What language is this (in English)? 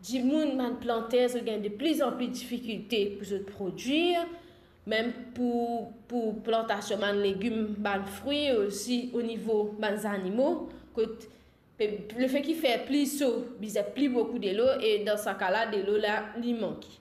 Morisyen